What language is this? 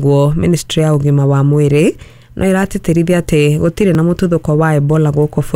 Kikuyu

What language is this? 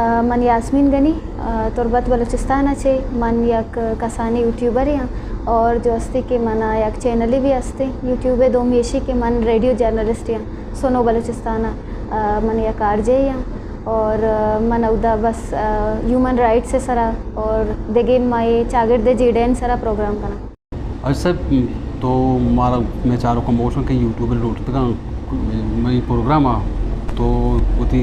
Eastern Balochi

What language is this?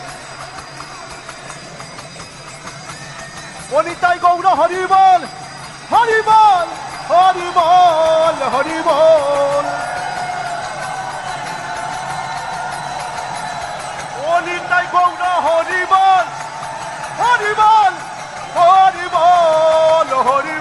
Bangla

